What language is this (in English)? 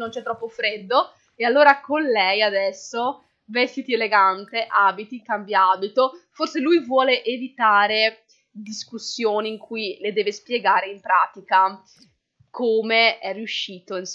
Italian